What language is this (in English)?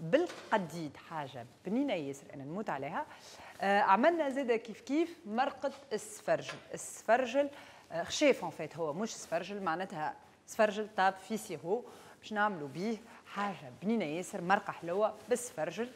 Tunisian Arabic